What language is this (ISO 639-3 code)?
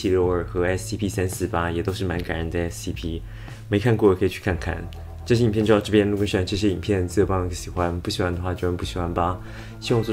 zho